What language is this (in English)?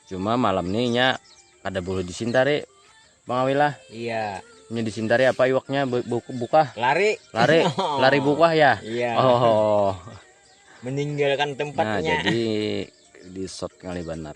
Banjar